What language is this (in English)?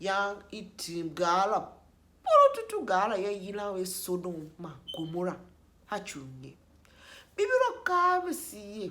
Tiv